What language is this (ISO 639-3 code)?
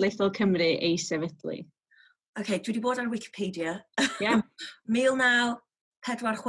cym